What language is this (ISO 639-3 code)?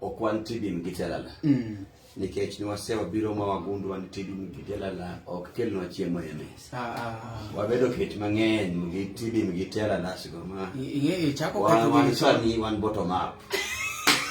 luo